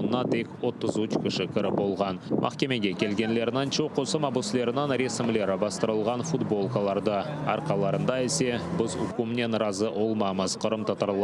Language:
Crimean Tatar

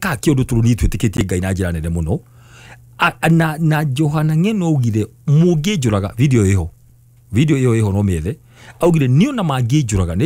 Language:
Kikuyu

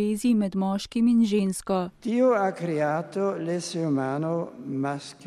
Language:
Slovenian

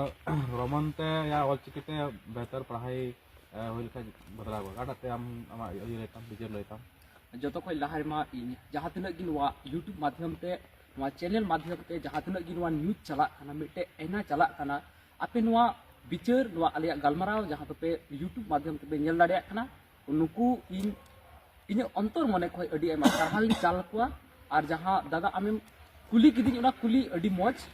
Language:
Santali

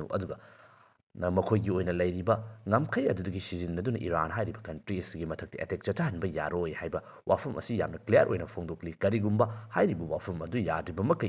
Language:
Manipuri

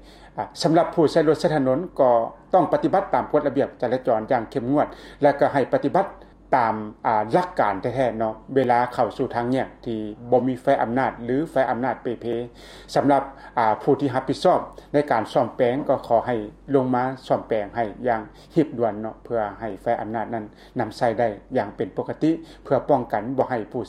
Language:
Lao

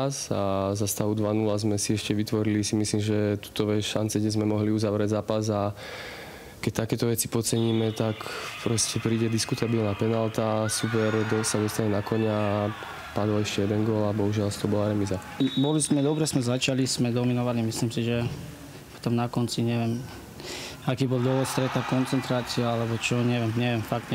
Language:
Slovak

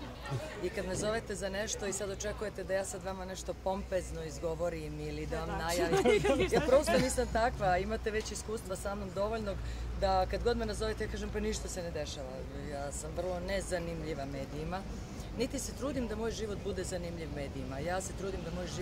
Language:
Serbian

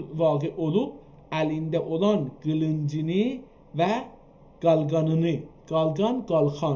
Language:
South Azerbaijani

